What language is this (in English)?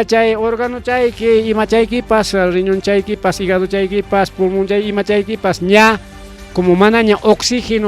Ayacucho Quechua